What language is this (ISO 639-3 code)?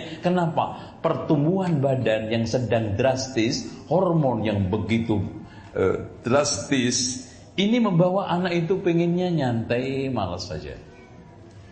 ind